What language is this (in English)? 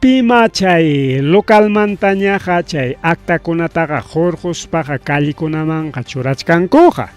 Ayacucho Quechua